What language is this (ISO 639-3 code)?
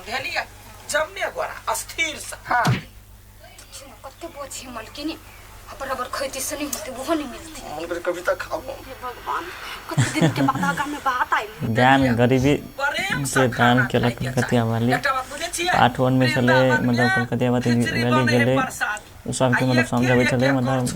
mai